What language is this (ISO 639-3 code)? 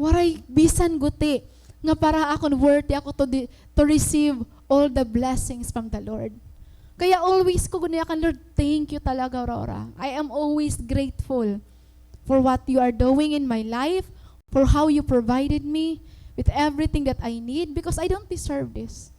war